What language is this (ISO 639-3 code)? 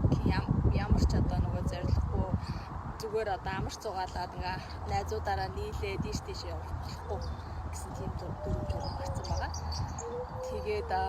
mon